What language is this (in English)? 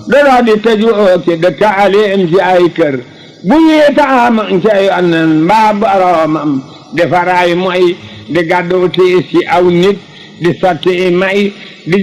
Wolof